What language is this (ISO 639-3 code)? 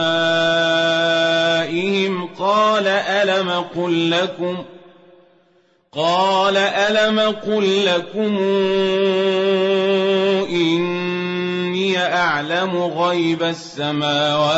ara